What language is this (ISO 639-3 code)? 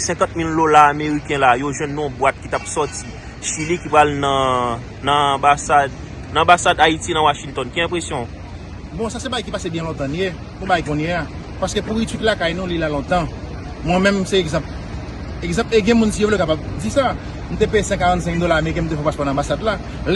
hat